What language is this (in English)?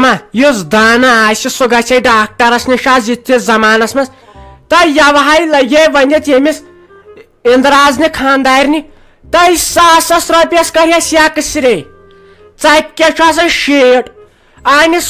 Kashmiri